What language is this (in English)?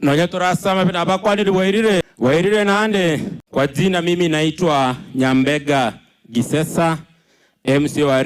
Gusii